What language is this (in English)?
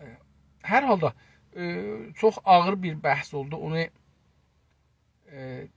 South Azerbaijani